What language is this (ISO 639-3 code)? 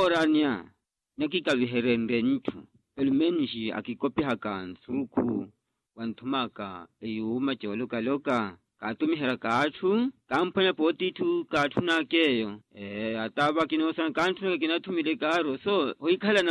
vmw